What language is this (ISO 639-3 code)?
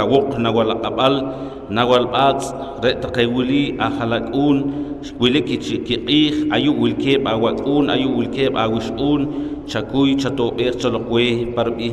poh